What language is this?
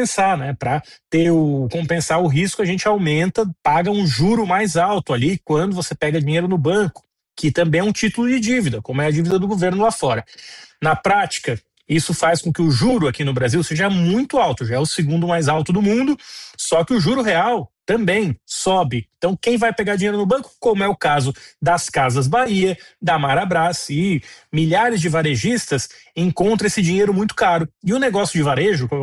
Portuguese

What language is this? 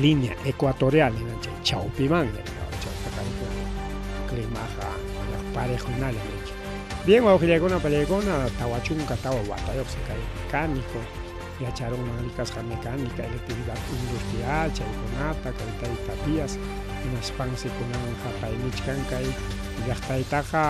Ayacucho Quechua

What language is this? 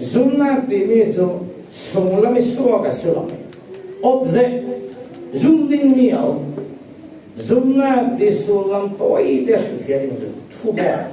Falam Chin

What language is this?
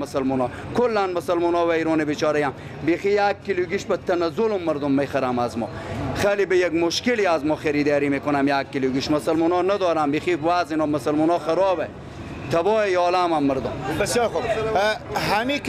Persian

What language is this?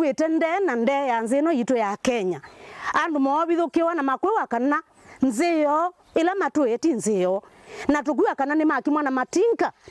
Kamba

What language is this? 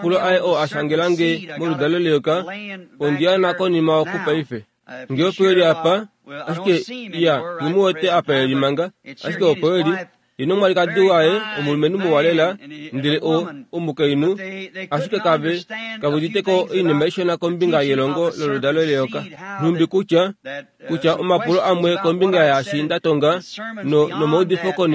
Kuanyama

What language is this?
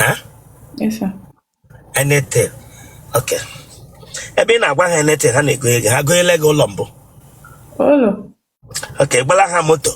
Igbo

